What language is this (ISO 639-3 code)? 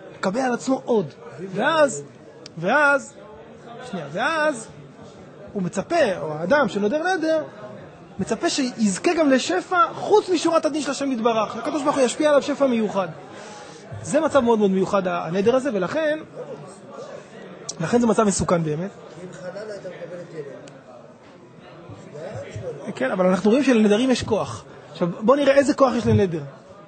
heb